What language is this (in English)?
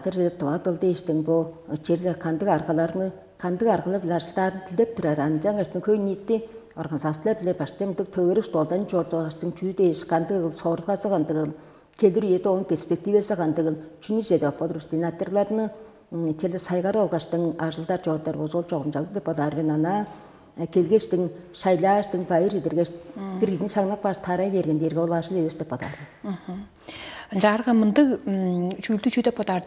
Tuvinian